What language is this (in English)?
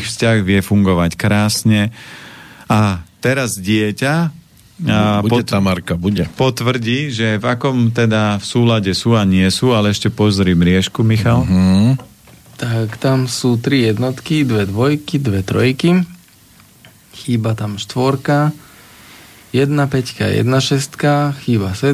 Slovak